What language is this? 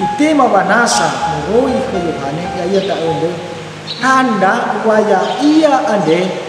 Nias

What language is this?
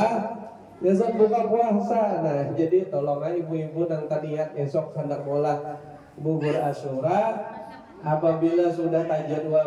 Banjar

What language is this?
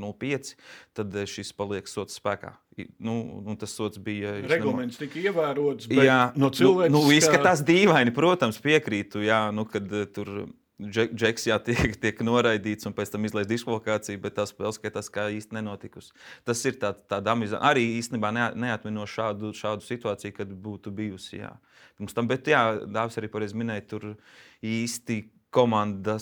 Latvian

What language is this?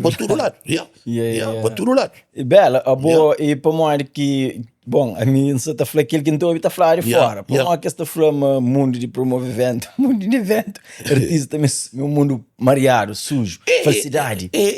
Kabuverdianu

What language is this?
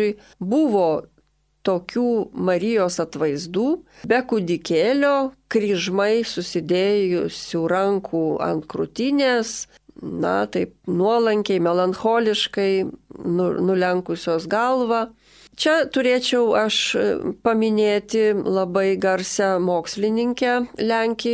Lithuanian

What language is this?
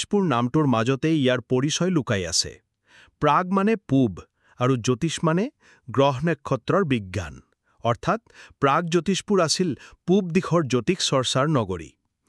Assamese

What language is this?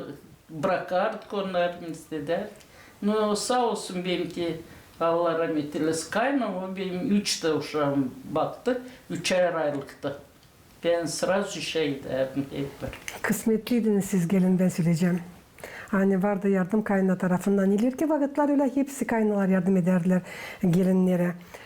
Gagauz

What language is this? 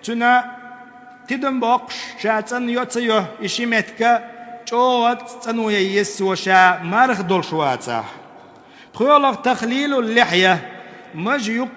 Chechen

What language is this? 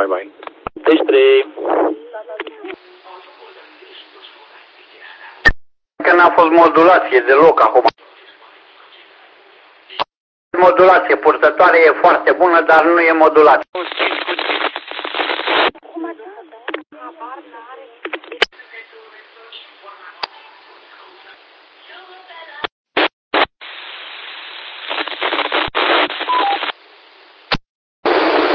Romanian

